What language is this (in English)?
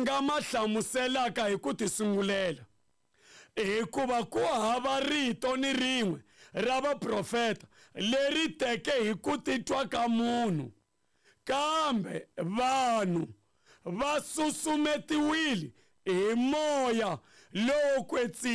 Tsonga